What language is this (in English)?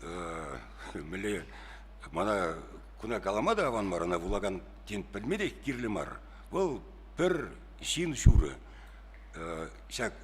Chuvash